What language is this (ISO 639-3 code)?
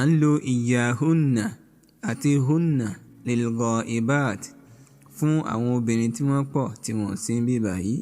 yor